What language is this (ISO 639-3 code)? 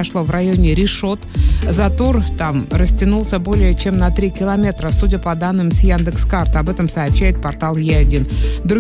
rus